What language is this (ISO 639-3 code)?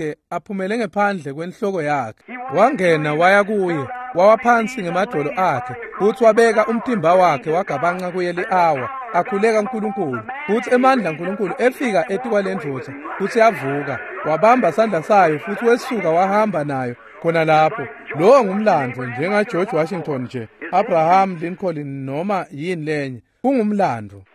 ssw